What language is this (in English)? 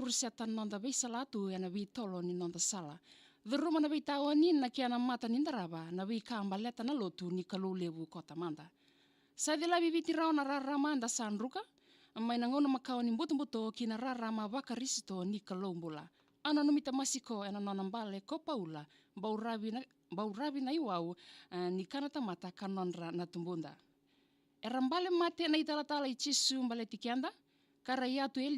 Fijian